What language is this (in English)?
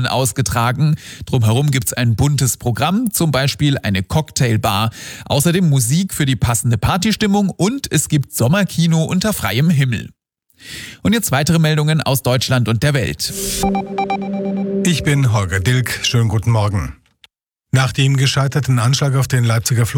German